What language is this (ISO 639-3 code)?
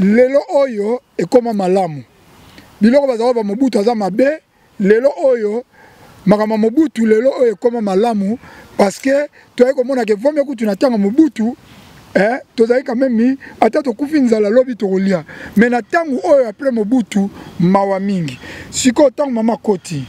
lin